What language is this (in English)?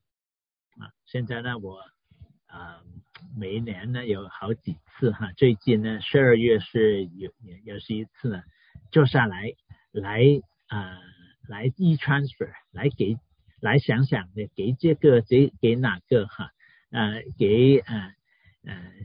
Chinese